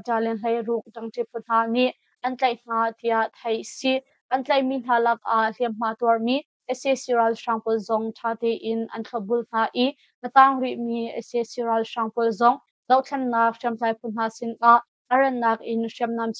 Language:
Hakha Chin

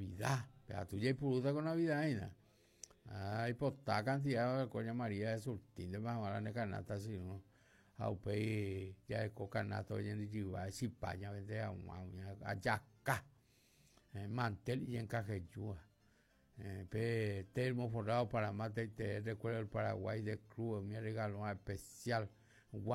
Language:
Guarani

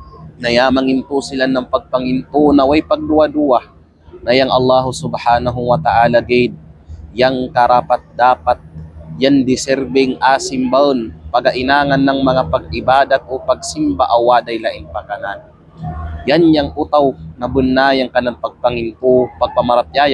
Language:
Kalagan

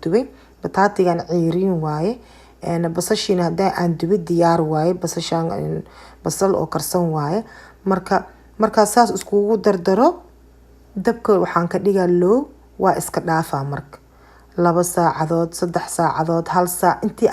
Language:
Somali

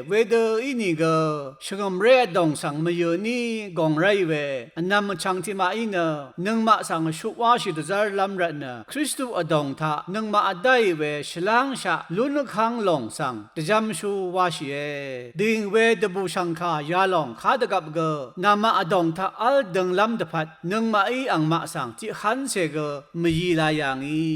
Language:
Rawang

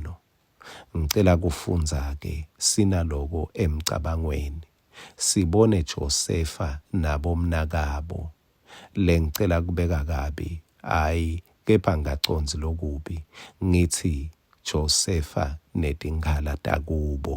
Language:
Swati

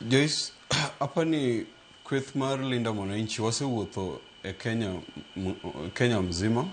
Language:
Luo (Kenya and Tanzania)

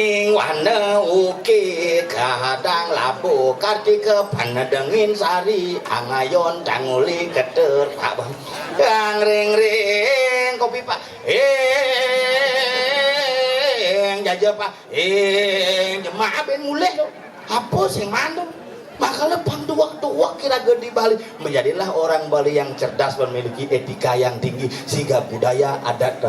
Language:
Balinese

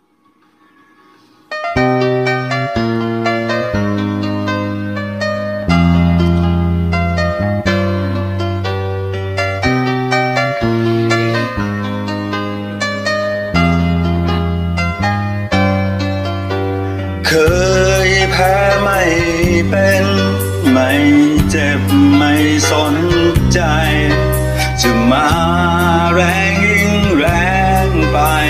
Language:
Thai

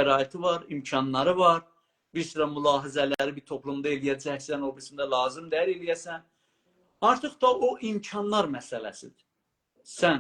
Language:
South Azerbaijani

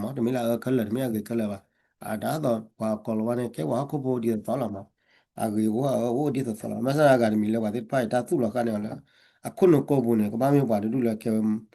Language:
S'gaw Karen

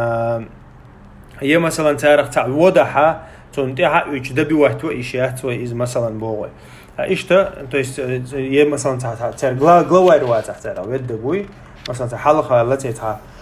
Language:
Chechen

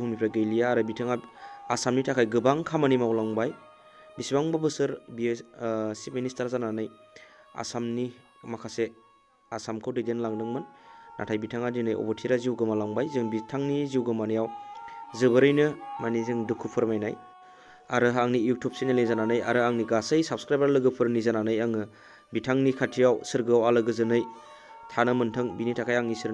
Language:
Bodo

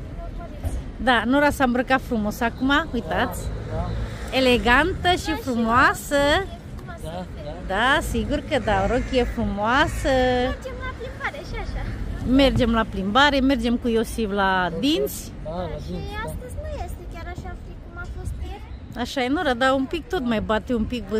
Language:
Romanian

